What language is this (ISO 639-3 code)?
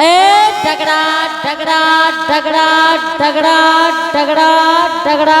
anp